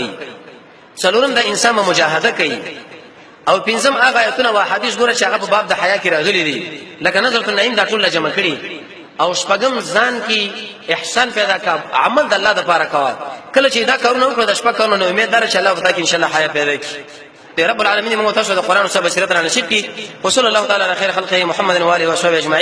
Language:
Pashto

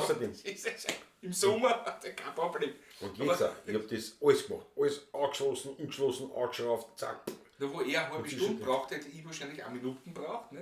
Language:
Bavarian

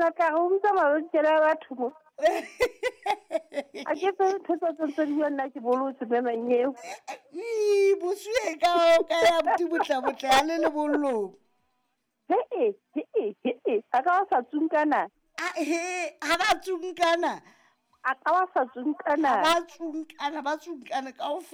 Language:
Southern Sotho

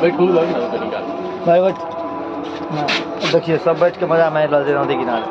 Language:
Maithili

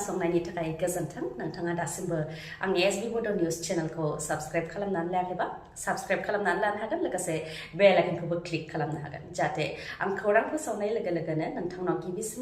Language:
Bodo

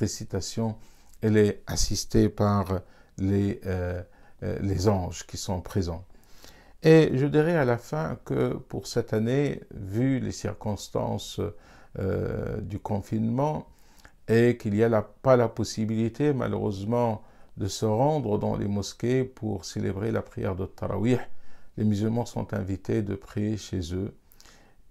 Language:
French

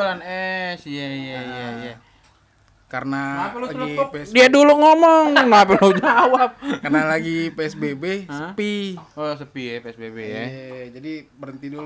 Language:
Betawi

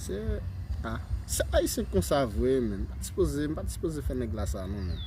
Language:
Haitian Creole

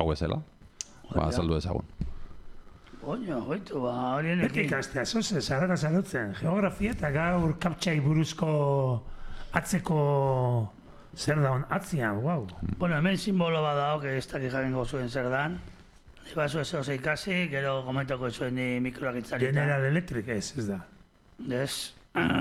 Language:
Basque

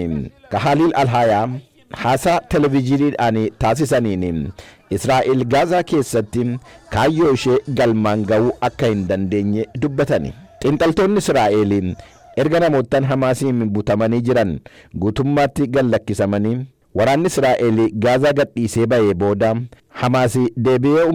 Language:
Oromo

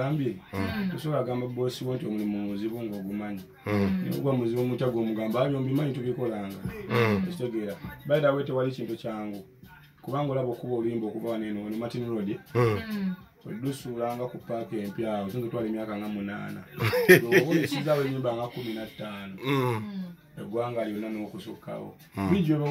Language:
Ganda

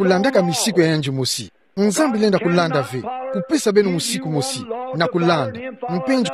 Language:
Kituba (Democratic Republic of Congo)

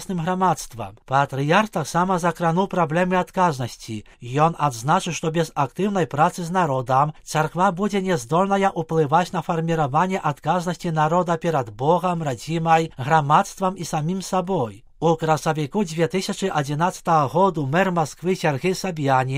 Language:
Belarusian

